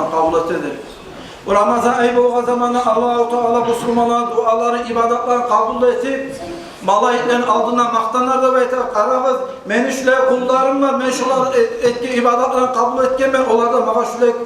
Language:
Kumyk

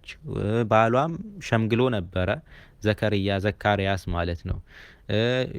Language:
Amharic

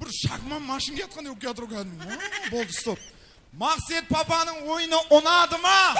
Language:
Kara-Kalpak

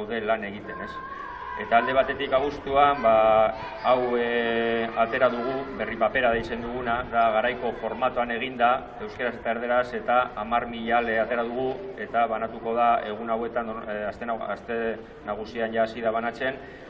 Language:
Basque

